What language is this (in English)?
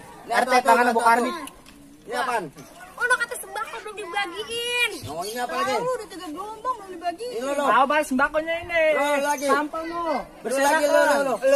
Betawi